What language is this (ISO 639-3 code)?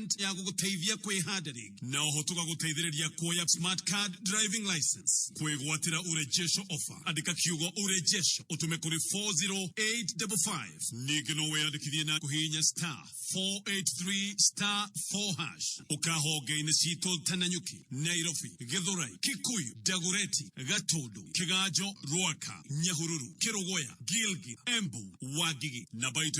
kik